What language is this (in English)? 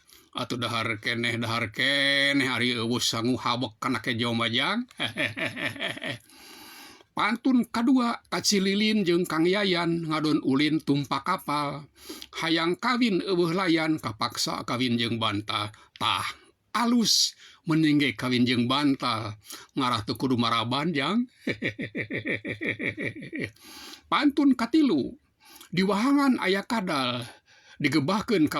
Sundanese